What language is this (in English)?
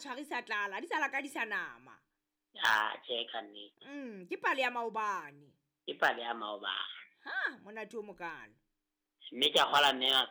Southern Sotho